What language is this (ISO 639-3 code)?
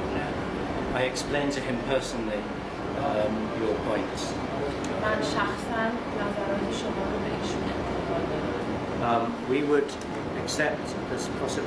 fas